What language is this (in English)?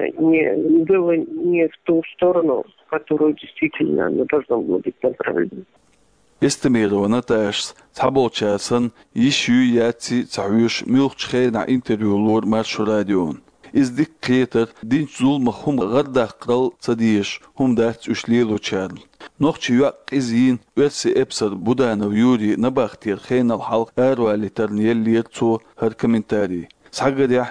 Chechen